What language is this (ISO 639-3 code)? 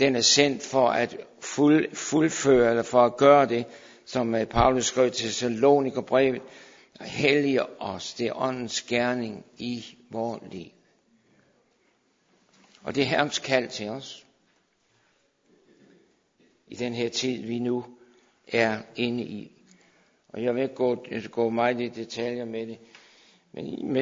dan